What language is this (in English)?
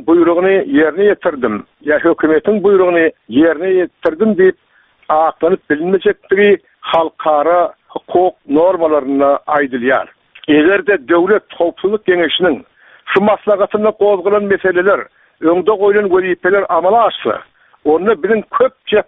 Turkmen